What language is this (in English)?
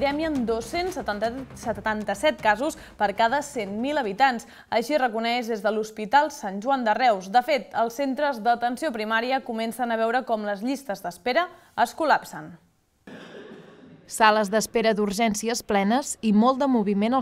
Catalan